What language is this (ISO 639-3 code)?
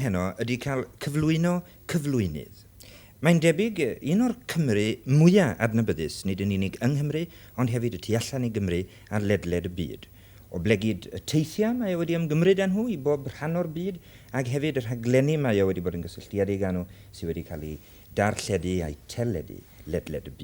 cym